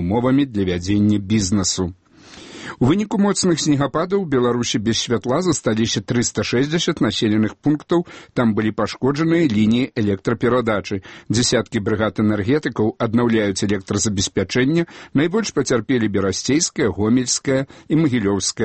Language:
Belarusian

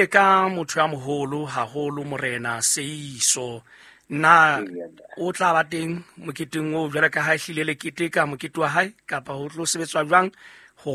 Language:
Southern Sotho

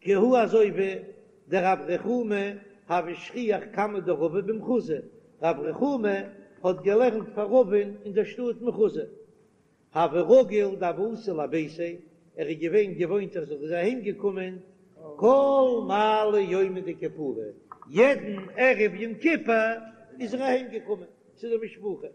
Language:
Yiddish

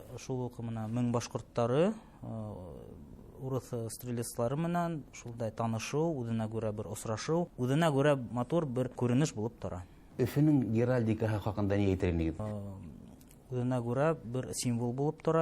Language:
Bashkir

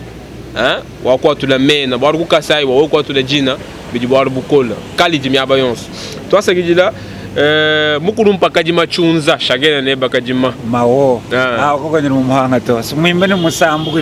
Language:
Luba-Lulua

